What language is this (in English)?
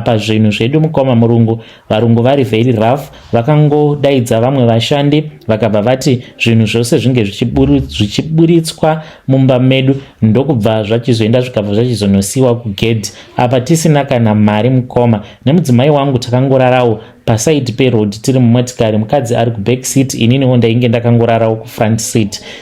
Shona